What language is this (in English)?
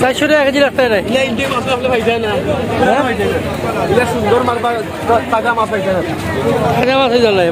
Sylheti